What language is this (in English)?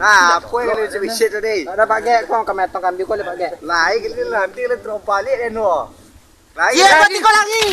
Minangkabau